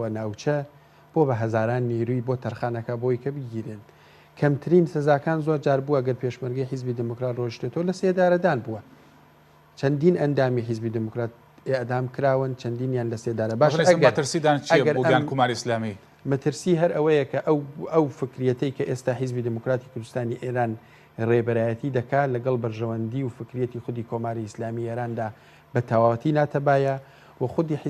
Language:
Central Kurdish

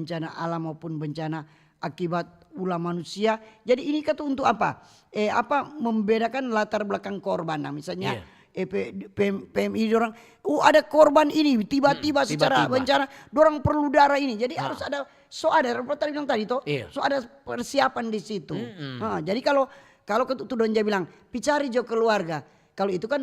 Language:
Manado Malay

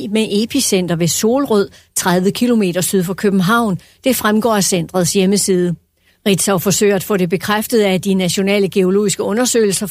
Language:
Danish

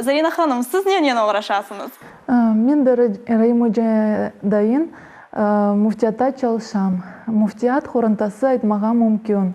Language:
Crimean Tatar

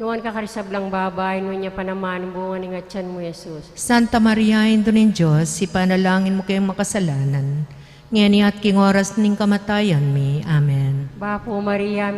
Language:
Pampanga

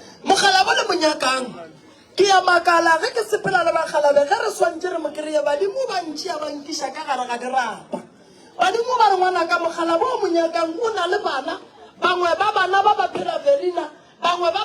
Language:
Northern Sotho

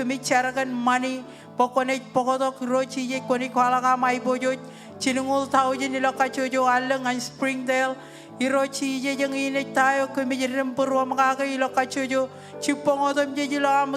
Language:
Marshallese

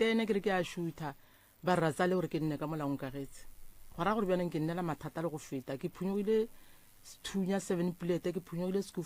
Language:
Northern Sotho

